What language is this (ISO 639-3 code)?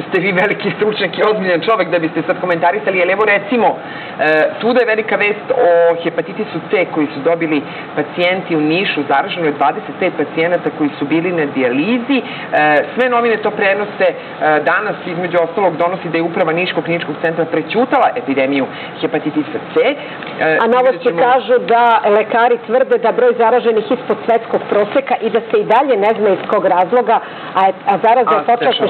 srp